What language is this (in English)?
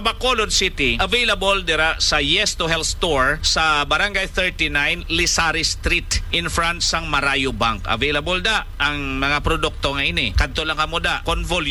Hiligaynon